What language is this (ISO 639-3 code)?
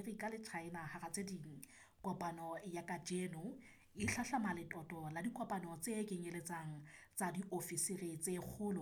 sot